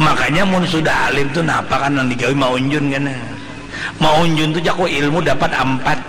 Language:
Banjar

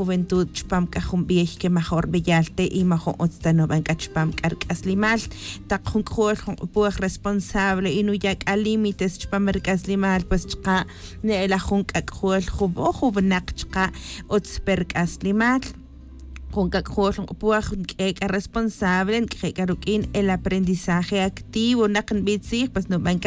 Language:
Tz'utujil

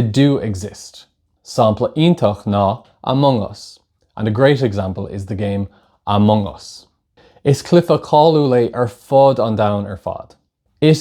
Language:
Irish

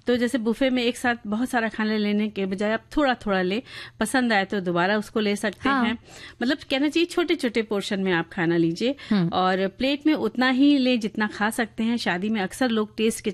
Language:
Hindi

